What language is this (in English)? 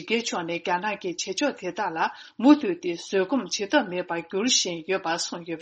Tibetan